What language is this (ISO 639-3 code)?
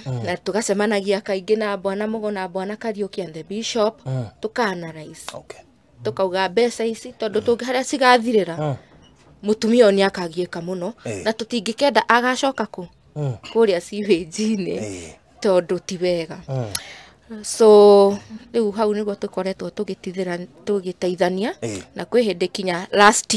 kik